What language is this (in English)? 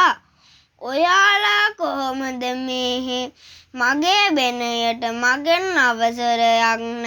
Sinhala